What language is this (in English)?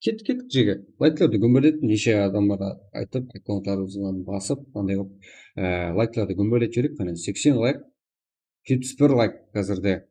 Kara-Kalpak